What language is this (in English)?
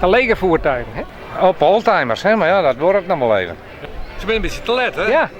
Western Frisian